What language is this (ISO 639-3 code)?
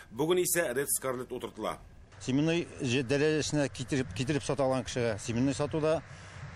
tat